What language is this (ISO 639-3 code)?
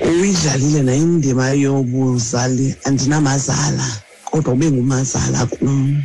xho